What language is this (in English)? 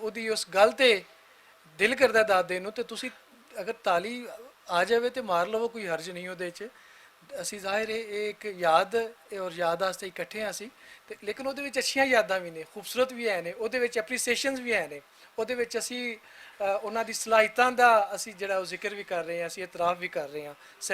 Western Panjabi